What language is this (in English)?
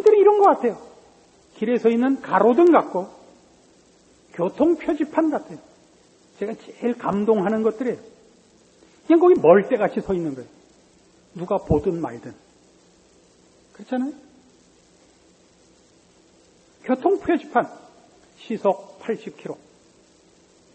Korean